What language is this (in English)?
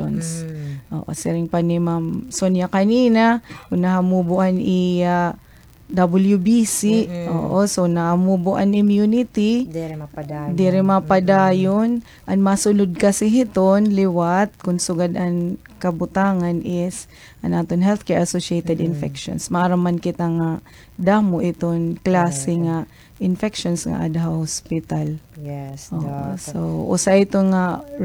Waray